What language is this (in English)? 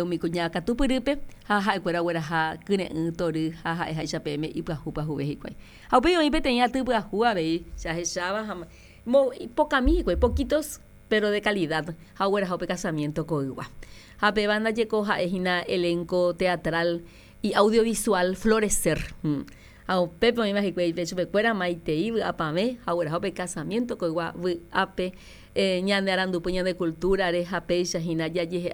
Guarani